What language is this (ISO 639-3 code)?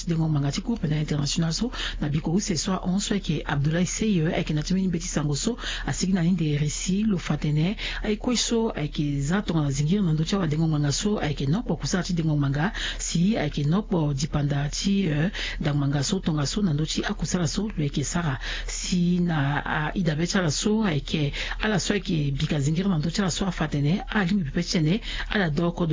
sag